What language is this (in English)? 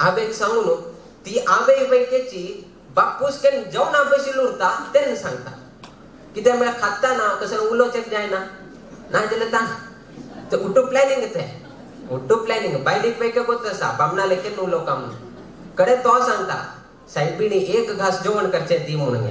Konkani